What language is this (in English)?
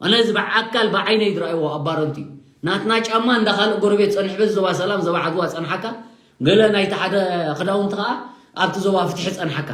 Tigrinya